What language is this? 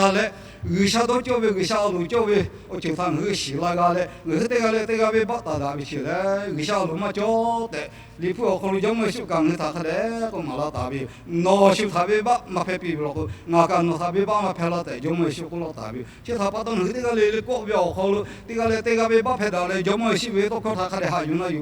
Lahu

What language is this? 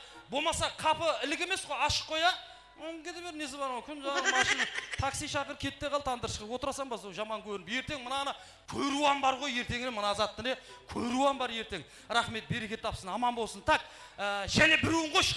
Kara-Kalpak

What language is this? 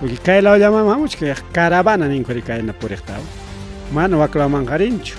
Ayacucho Quechua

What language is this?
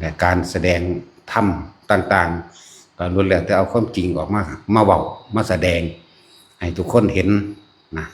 Lao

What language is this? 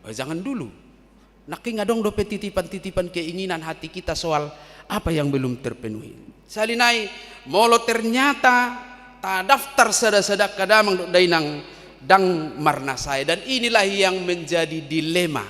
Batak Toba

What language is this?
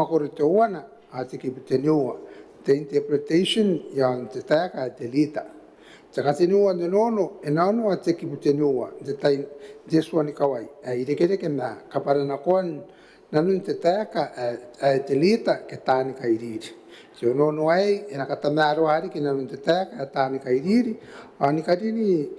Gilbertese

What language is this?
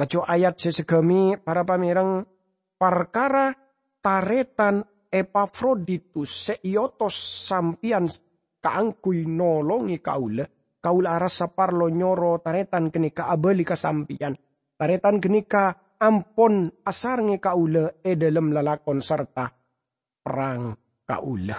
Madurese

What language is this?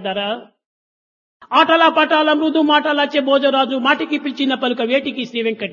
Telugu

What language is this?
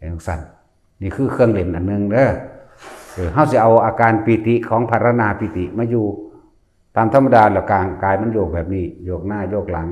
Northeastern Thai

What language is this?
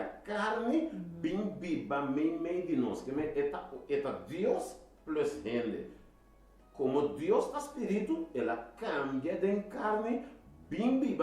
Papiamento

